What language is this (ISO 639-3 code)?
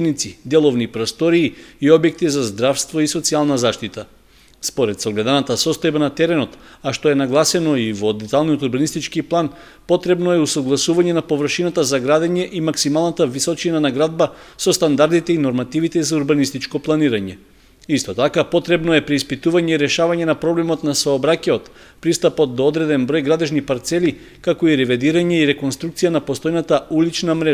mkd